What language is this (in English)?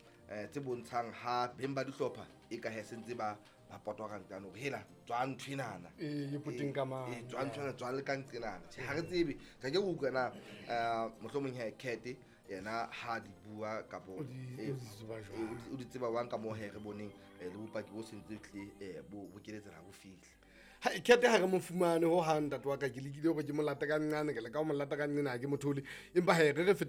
Southern Sotho